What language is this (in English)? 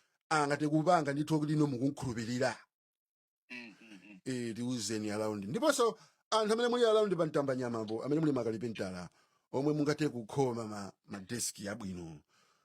Nyanja